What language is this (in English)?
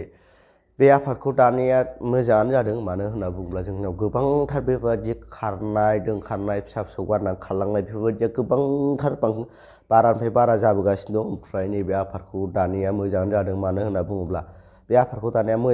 Bodo